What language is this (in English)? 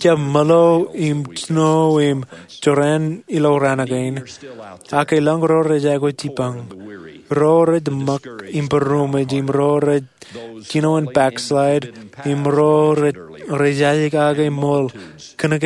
Marshallese